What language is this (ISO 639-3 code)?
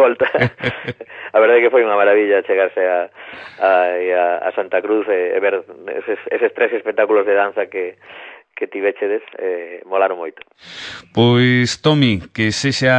glg